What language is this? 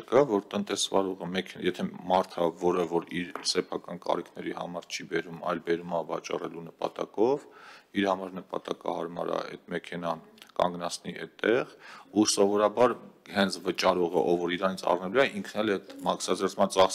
Armenian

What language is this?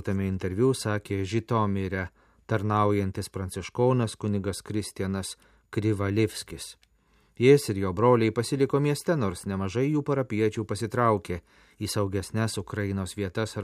Lithuanian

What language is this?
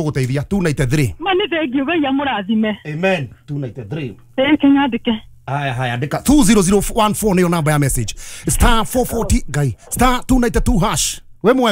Kikuyu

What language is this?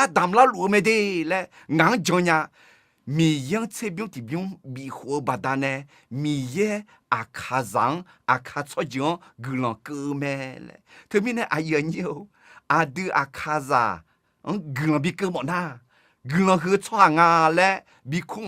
Akha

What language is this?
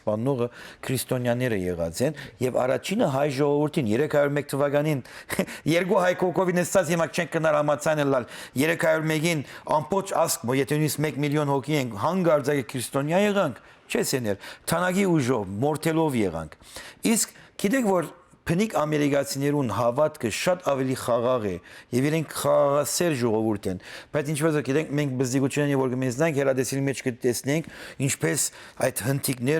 Western Armenian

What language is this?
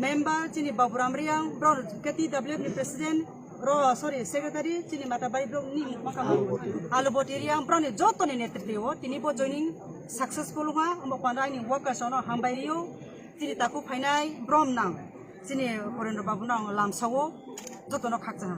Kok Borok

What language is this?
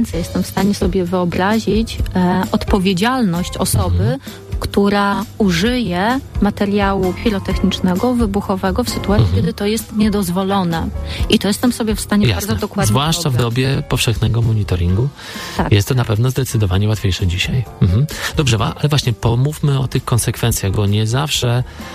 Polish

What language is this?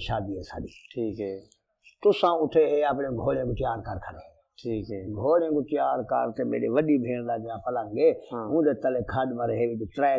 Saraiki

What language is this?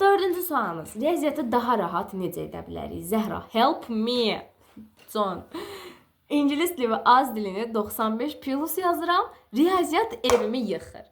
Azerbaijani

